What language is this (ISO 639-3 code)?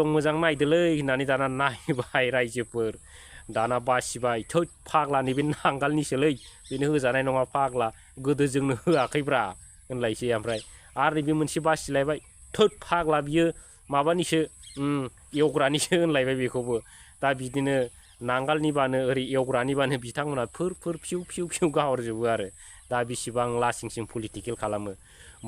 brx